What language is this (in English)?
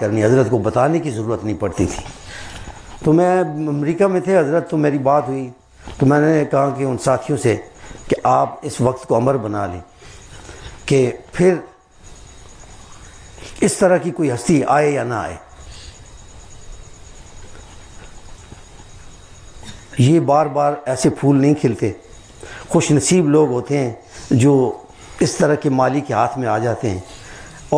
Urdu